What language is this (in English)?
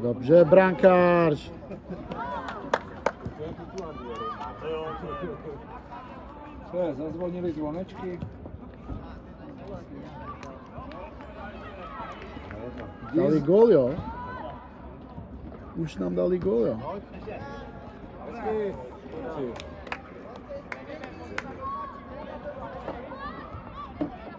Czech